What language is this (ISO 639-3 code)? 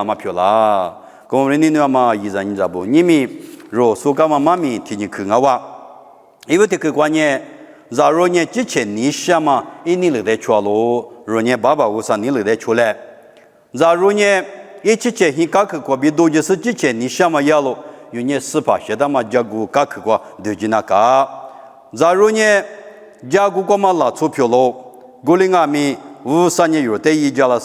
lis